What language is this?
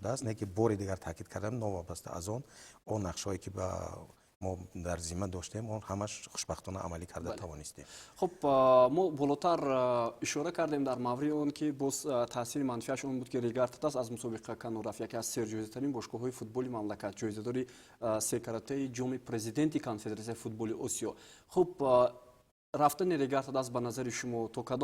Tajik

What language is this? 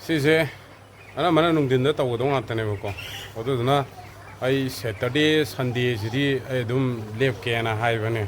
Manipuri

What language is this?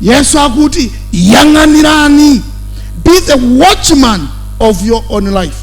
Nyanja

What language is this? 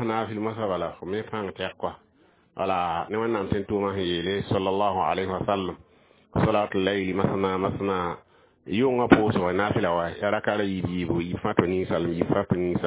Mossi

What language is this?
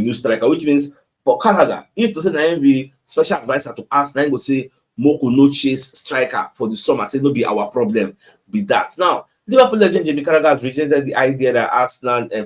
Nigerian Pidgin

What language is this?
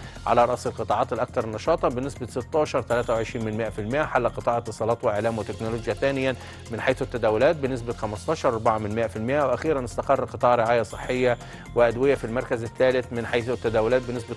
Arabic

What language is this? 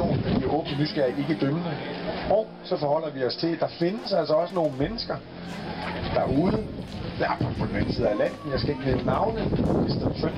Danish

